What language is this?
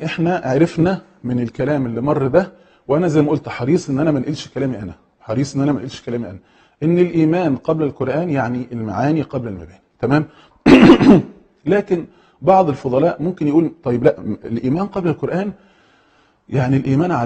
Egyptian Arabic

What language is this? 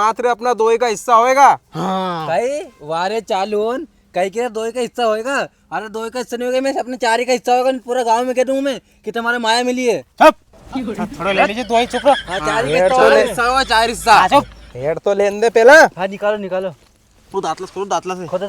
Rajasthani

